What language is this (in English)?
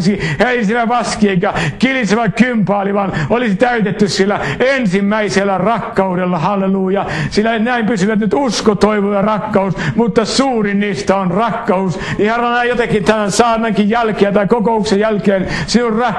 Finnish